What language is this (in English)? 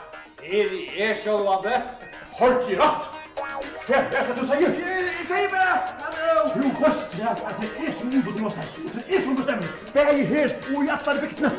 Faroese